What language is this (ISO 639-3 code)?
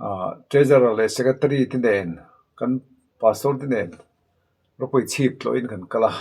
lus